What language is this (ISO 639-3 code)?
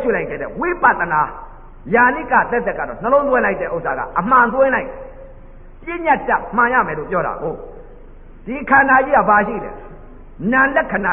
mya